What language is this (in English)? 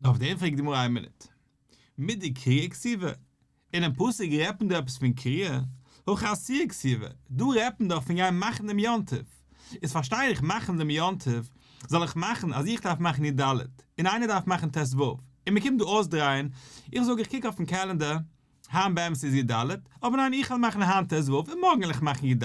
Yiddish